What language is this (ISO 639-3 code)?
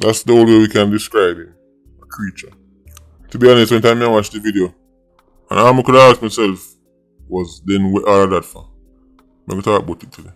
jam